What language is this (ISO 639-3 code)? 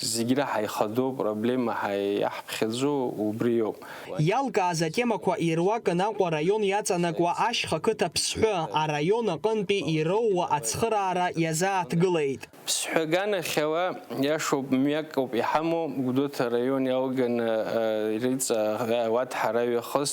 abk